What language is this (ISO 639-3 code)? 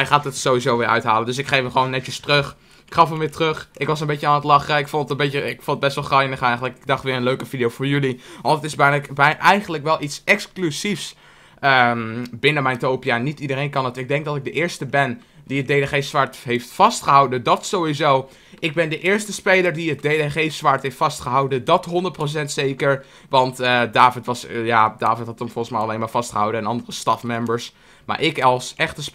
nld